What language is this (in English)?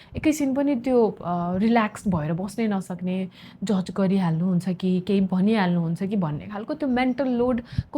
Nepali